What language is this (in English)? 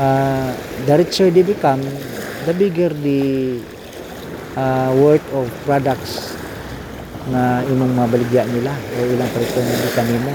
Cebuano